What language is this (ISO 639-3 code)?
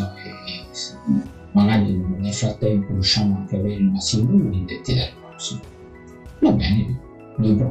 ita